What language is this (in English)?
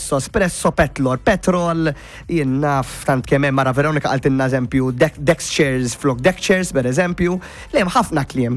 Maltese